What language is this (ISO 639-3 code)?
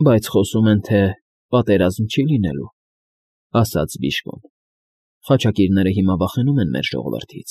hye